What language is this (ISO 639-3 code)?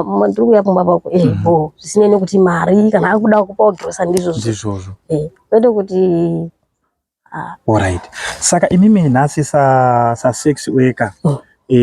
sna